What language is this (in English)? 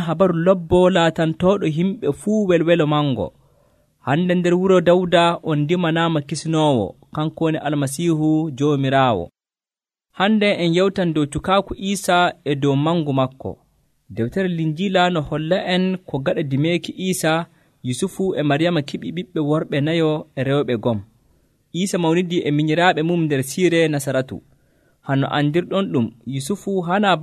Nigerian Fulfulde